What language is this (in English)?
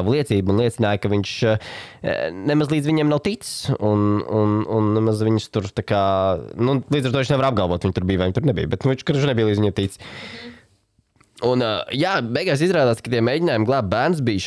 Latvian